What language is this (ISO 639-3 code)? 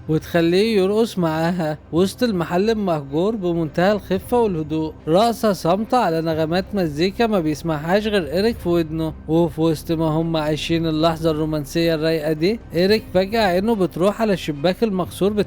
arz